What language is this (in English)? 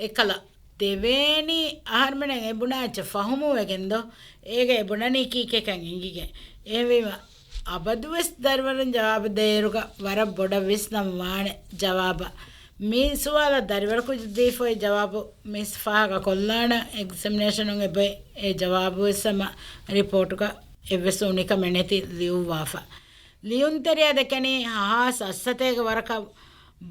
Divehi